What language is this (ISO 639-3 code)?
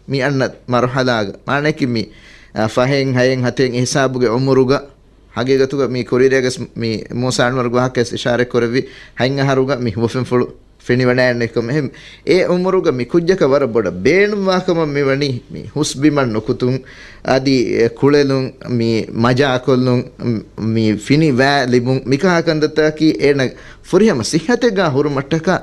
div